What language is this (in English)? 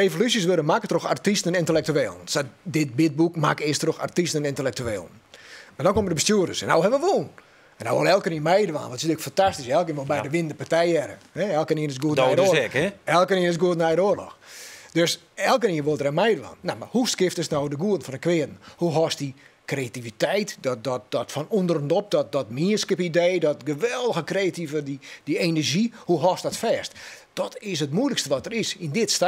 Western Frisian